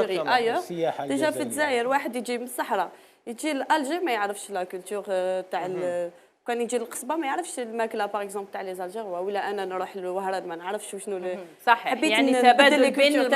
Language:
Algerian Arabic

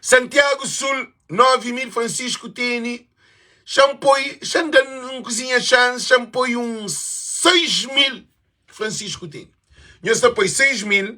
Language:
Kabuverdianu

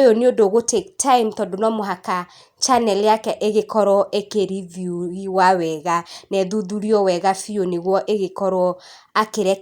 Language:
Kikuyu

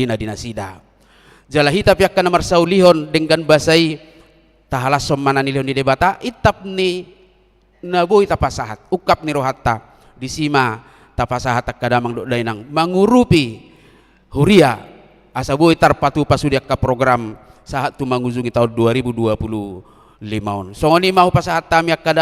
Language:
Batak Toba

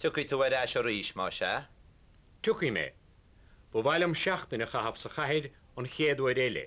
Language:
Irish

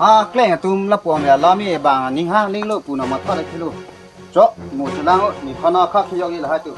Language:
Karbi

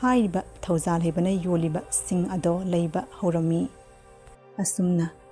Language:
Manipuri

